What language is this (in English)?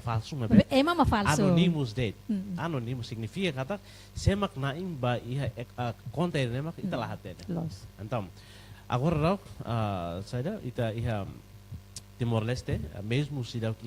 Tetum